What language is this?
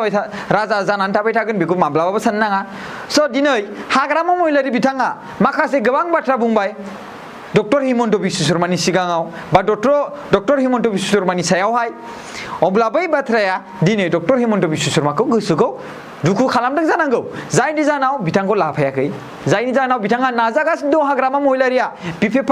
Bodo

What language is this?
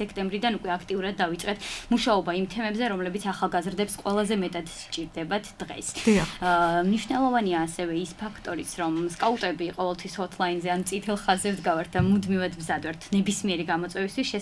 Georgian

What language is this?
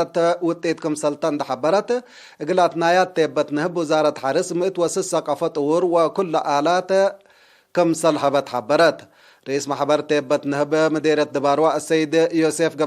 Tigre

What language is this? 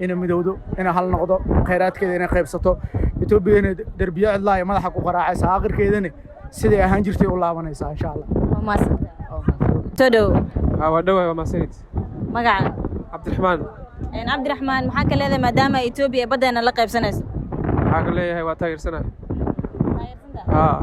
Somali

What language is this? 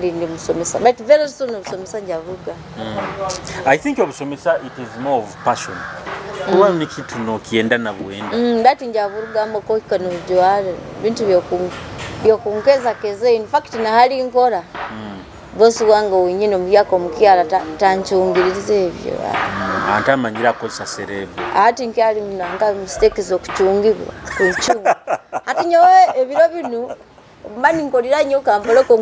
Nyoro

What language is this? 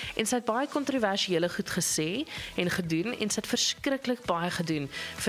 Afrikaans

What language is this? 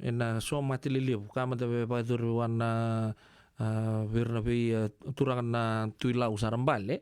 Fijian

